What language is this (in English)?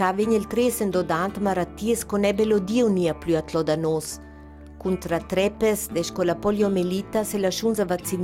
Ladin